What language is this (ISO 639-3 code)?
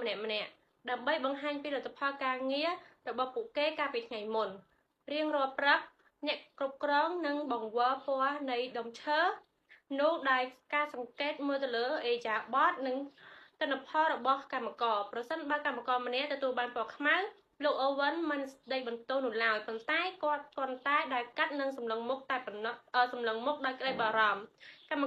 khm